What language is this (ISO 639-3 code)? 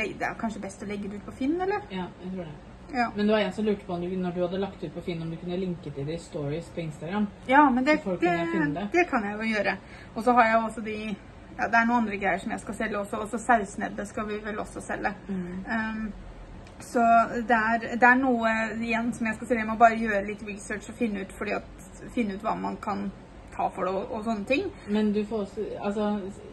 nor